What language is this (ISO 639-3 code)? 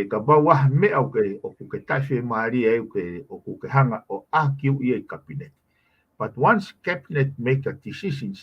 ton